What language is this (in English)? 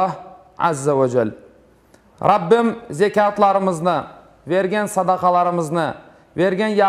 Crimean Tatar